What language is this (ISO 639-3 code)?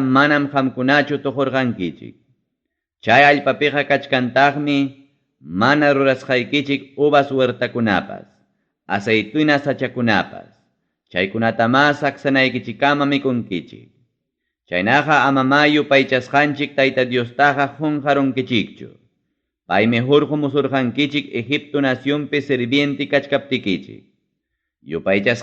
quy